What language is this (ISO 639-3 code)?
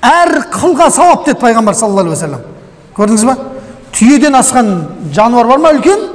kaz